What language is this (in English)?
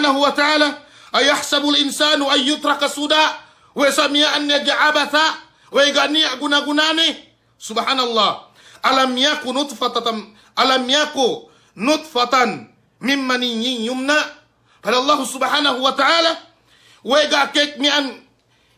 Yakan